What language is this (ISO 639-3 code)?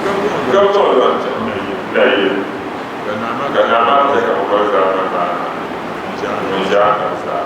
dag